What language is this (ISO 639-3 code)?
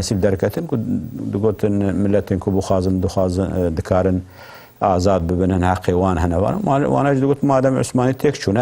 kur